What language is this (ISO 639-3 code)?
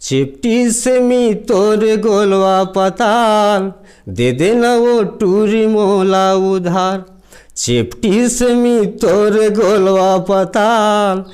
hne